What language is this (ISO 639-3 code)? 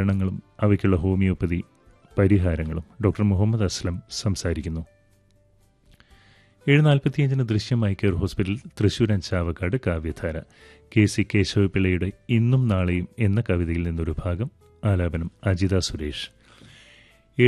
mal